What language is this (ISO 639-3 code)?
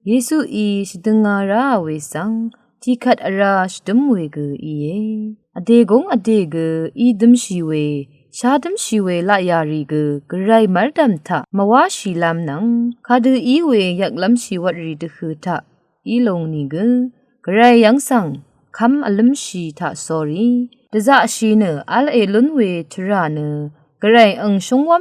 raw